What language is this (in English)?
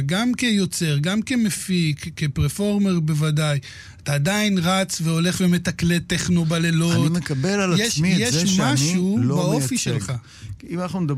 Hebrew